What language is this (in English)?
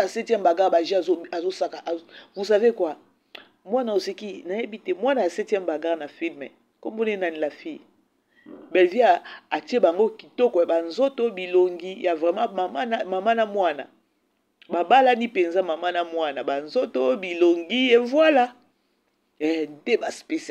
Lingala